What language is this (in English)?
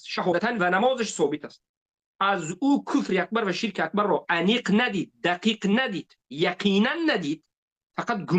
Tajik